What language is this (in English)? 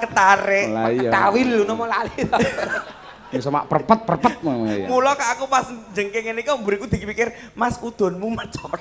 Javanese